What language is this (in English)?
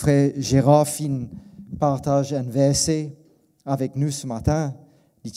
Morisyen